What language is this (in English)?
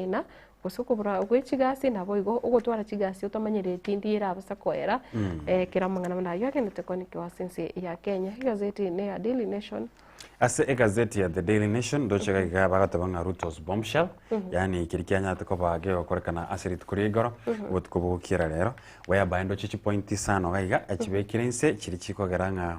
Gusii